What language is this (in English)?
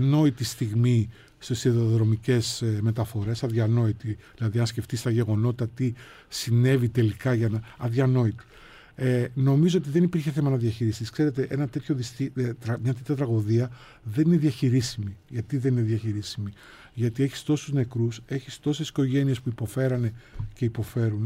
Greek